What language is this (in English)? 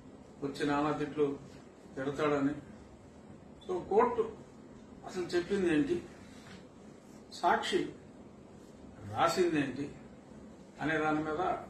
Telugu